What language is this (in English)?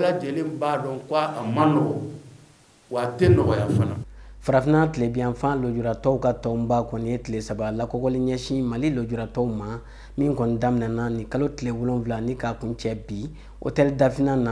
Bambara